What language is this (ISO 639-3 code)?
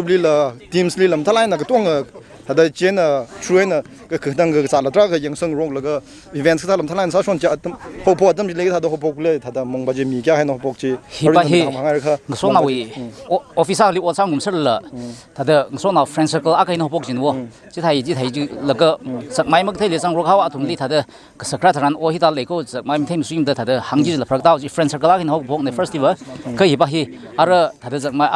nmf